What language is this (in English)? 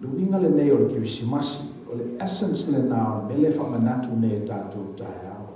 Samoan